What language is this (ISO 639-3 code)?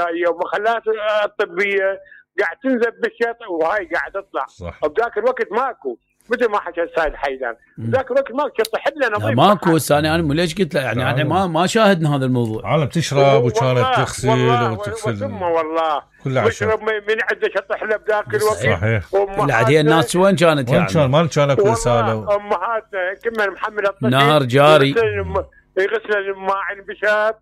acm